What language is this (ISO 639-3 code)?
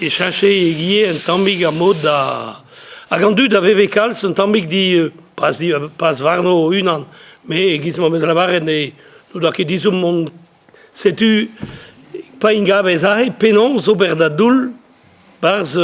bre